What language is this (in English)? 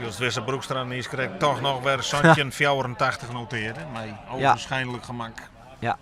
Western Frisian